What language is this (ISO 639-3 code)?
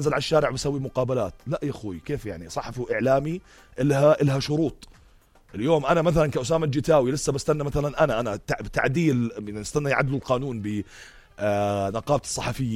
apc